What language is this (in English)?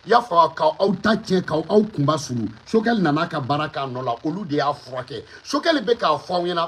Bambara